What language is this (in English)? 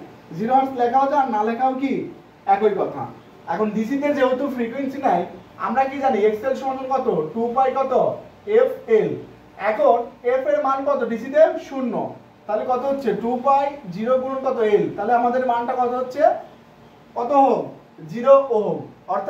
Bangla